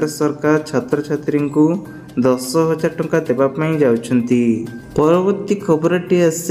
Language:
Odia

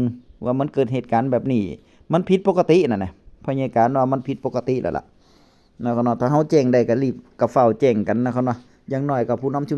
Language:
Northeastern Thai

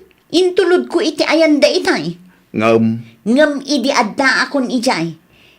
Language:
Iloko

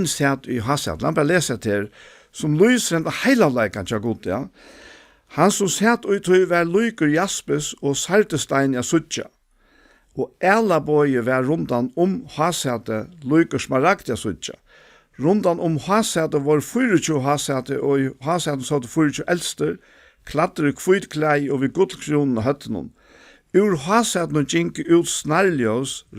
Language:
Faroese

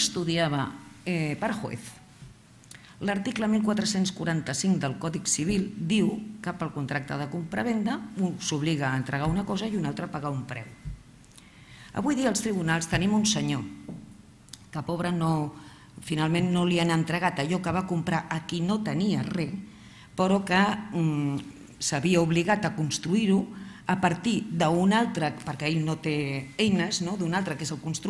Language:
Catalan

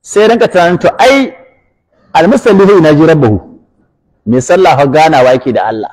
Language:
Hausa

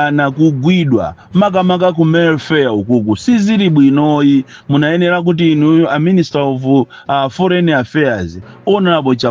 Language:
Nyanja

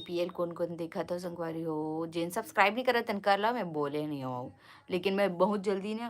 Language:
Chhattisgarhi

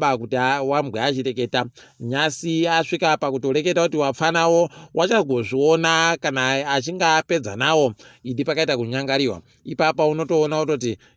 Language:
Ndau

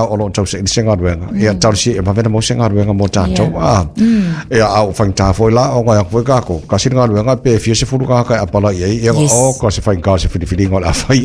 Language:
Samoan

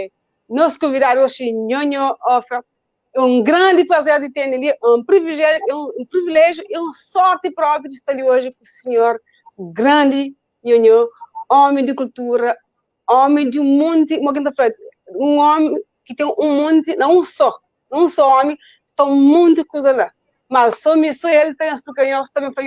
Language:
Kabuverdianu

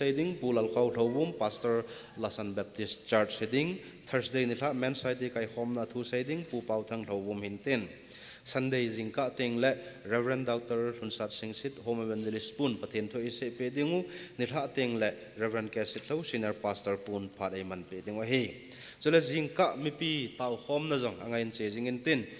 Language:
Thado Chin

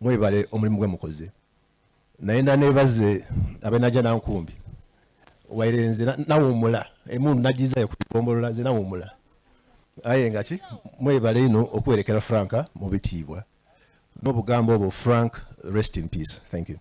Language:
Soga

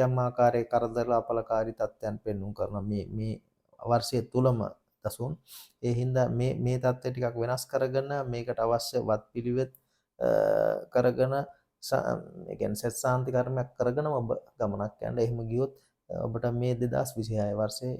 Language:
Sinhala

